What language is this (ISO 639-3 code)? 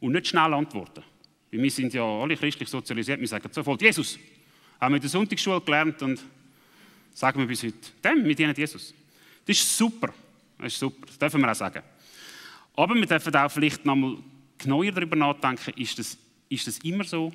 gsw